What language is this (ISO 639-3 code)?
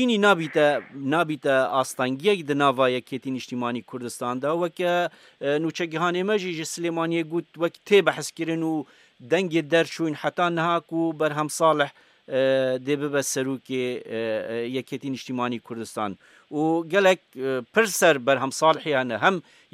kur